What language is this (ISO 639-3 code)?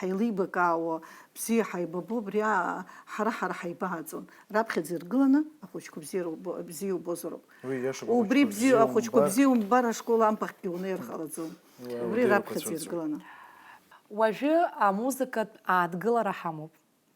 abk